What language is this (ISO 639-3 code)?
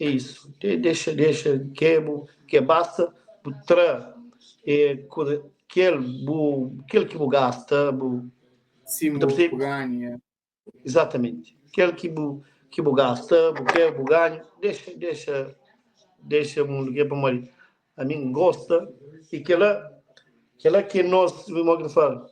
kea